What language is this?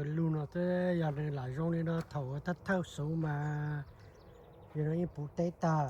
Hmong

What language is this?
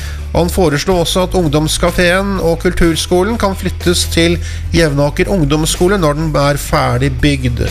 Norwegian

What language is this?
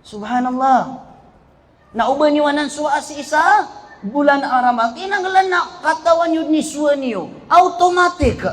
Maranao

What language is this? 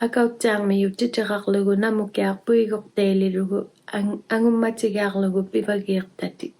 Inuktitut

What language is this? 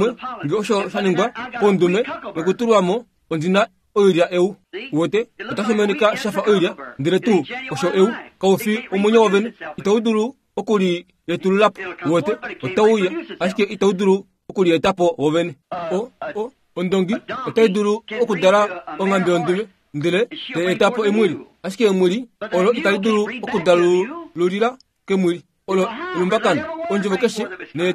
Kuanyama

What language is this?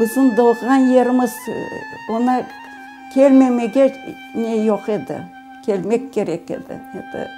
Crimean Tatar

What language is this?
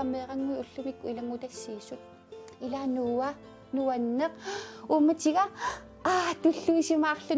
Kalaallisut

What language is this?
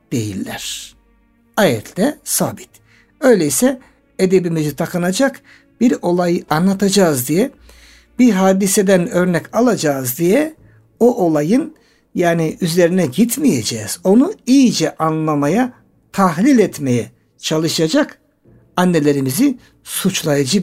Turkish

